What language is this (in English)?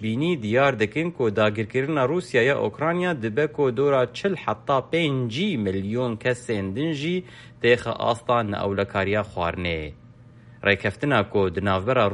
Kurdish